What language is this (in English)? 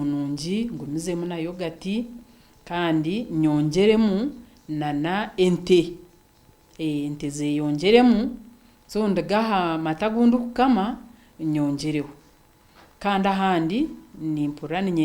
Nyankole